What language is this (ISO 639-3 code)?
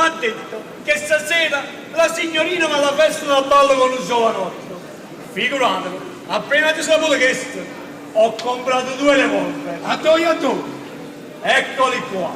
nap